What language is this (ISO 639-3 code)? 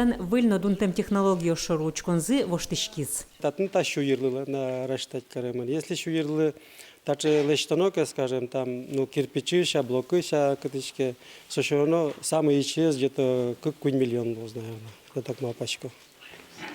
udm